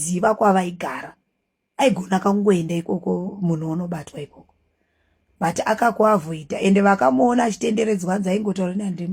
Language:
Shona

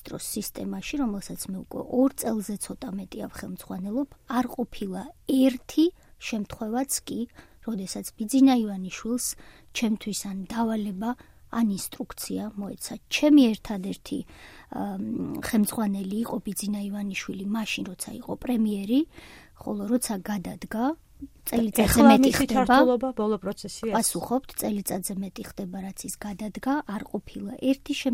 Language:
Georgian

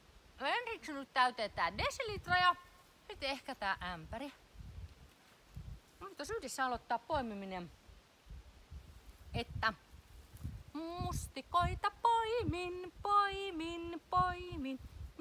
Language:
Finnish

